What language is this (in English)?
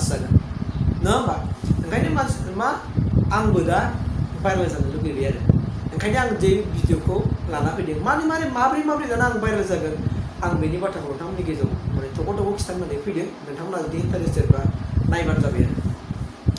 Bodo